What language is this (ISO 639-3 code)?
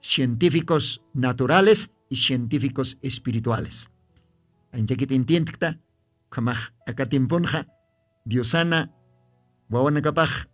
aym